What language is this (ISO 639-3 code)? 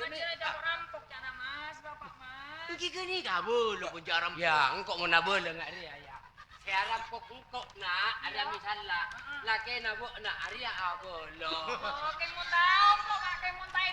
mad